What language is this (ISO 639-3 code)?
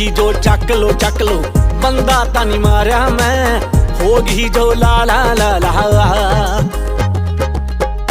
pan